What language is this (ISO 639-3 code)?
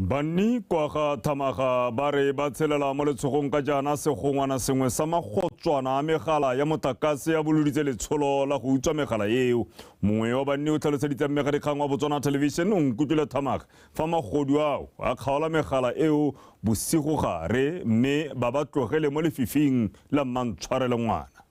tsn